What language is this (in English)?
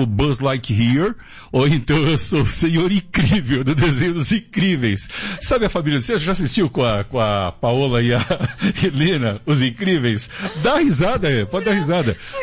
Portuguese